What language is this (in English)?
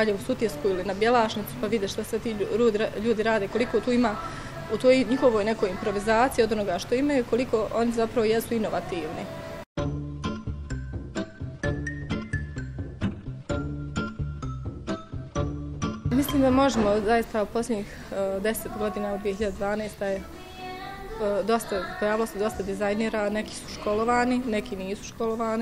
Bosnian